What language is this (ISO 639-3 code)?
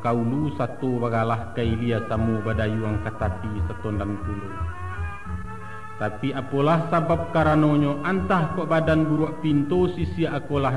min